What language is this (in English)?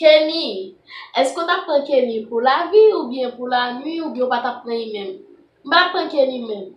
Haitian Creole